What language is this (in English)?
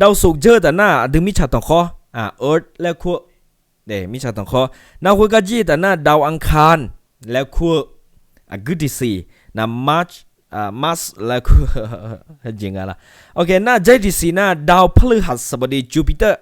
Akha